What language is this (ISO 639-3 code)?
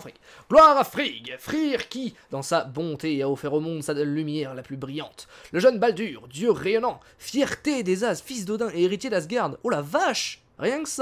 fra